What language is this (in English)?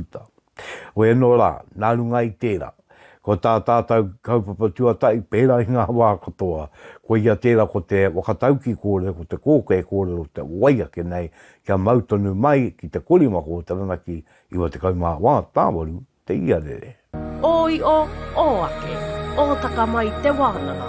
Māori